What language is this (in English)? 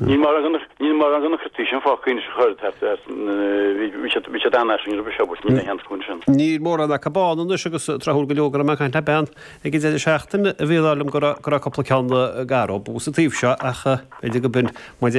Irish